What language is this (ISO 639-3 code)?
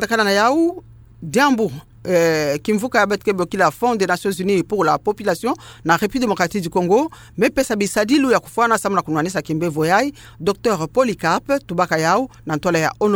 ktu